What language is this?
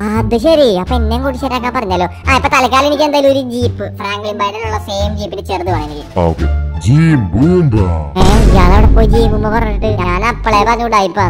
Malayalam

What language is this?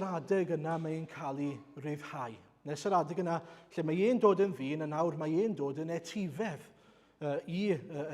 Welsh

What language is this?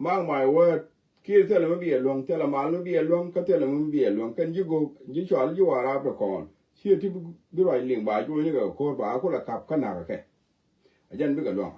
Nuer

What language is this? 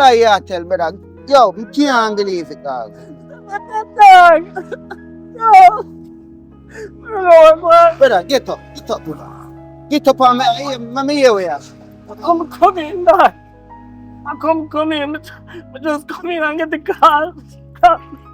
Jamaican Creole English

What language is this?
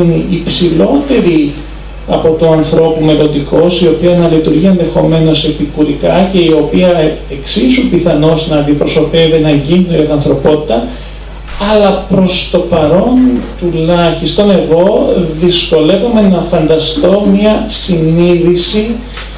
Greek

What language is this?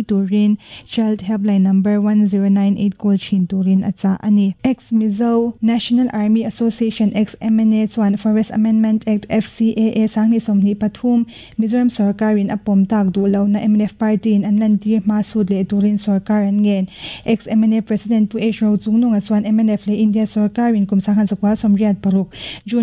Mizo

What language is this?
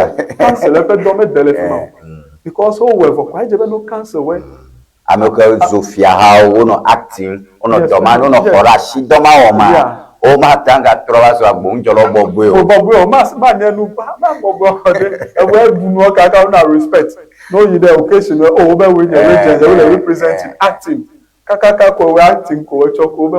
Ewe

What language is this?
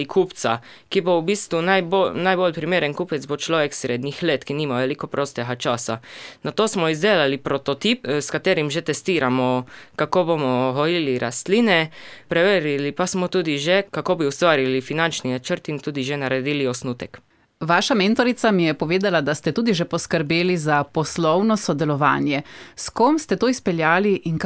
Slovenian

